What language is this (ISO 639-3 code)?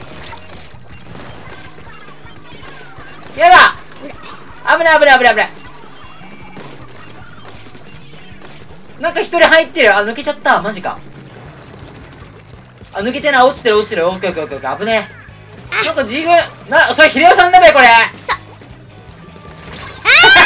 jpn